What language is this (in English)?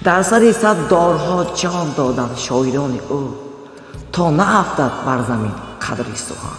Tajik